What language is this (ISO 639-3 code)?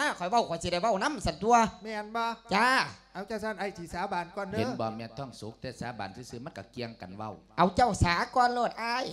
lao